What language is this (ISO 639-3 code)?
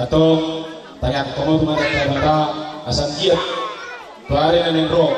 bbc